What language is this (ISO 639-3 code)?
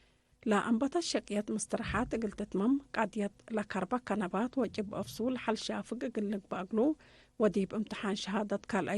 tig